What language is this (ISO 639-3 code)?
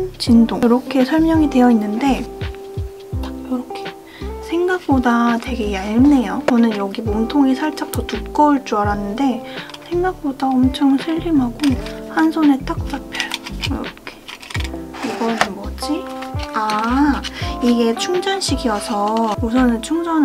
kor